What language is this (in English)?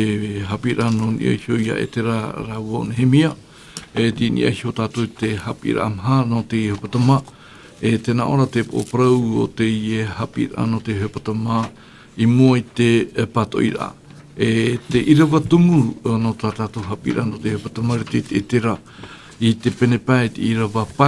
Tahitian